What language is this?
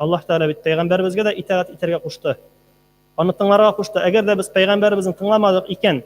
Tatar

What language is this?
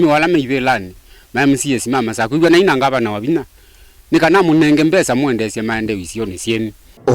Kamba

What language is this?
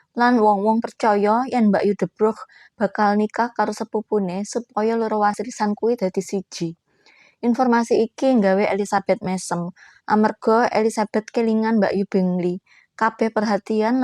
Javanese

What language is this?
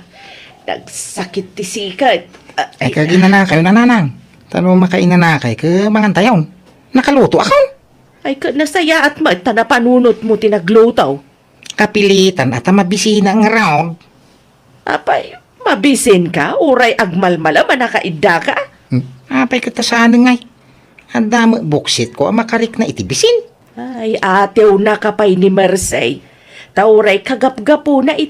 Iloko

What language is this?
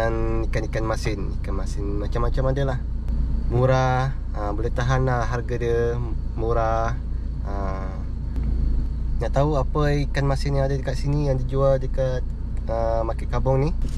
Malay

